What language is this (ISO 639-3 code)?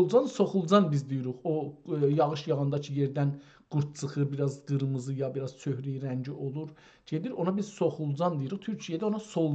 azb